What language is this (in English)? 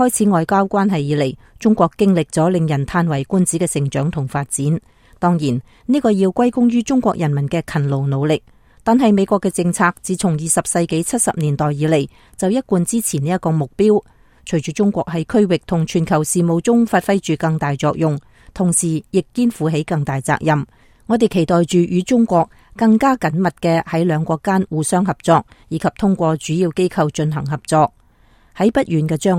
Cantonese